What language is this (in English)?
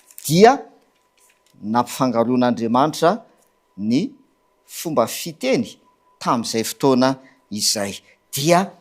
Malagasy